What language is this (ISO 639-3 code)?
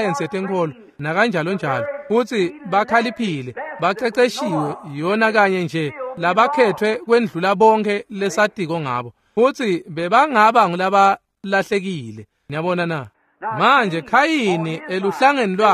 ssw